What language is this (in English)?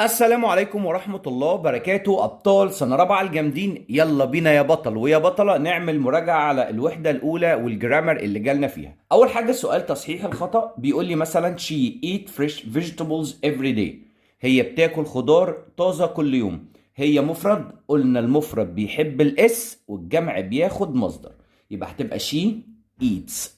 Egyptian Arabic